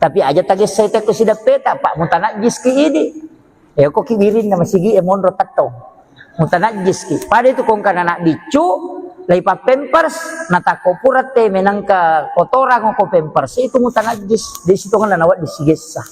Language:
Buginese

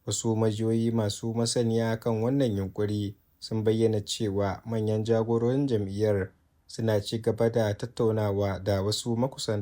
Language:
Hausa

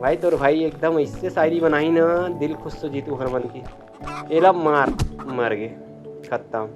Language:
Chhattisgarhi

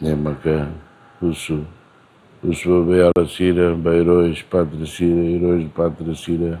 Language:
Tetum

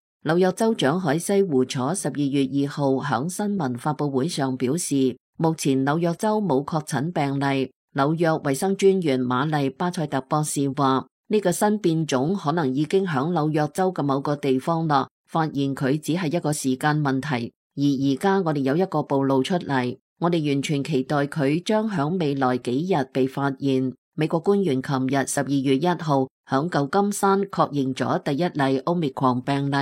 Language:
Cantonese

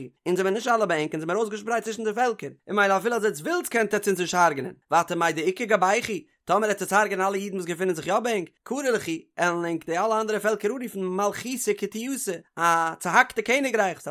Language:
Yiddish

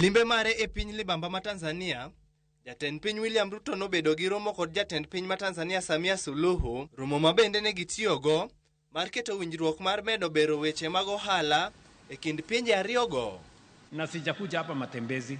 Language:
Luo (Kenya and Tanzania)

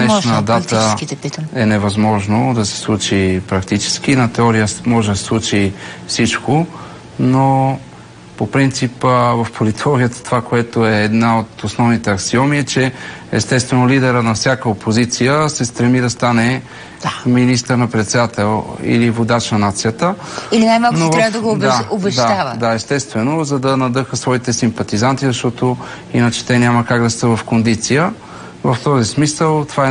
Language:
Bulgarian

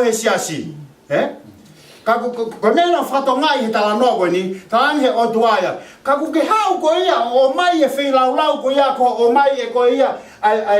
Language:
Tongan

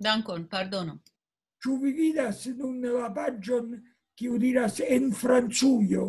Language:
Esperanto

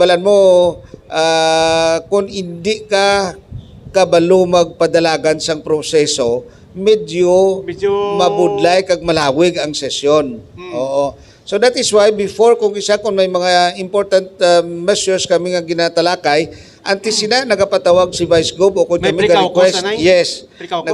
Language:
Hiligaynon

